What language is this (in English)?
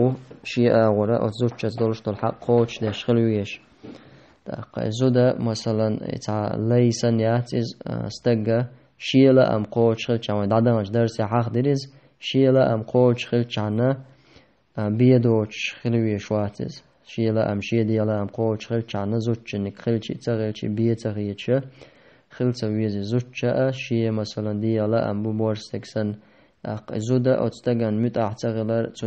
Chechen